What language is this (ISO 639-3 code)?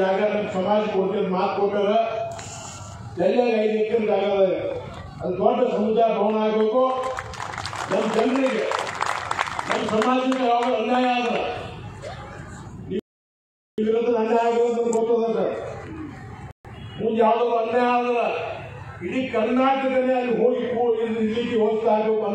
kan